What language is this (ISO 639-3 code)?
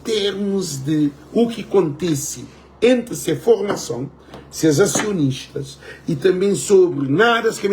kea